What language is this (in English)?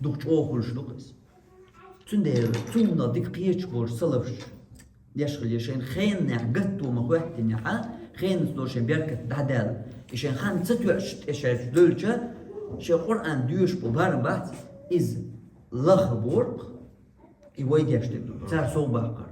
Chechen